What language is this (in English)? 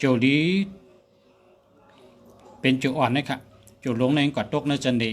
Shan